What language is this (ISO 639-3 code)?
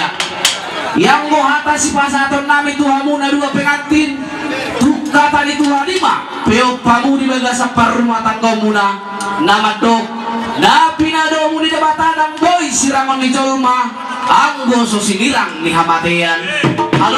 bbc